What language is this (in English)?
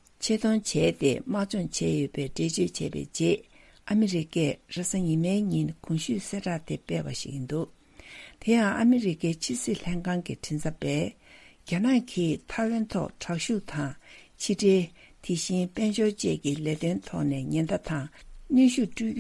Tibetan